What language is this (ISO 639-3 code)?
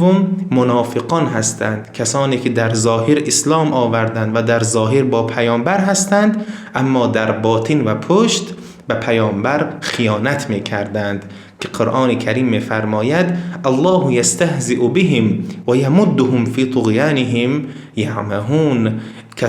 tgk